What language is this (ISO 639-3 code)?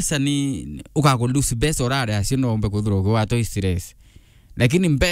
mer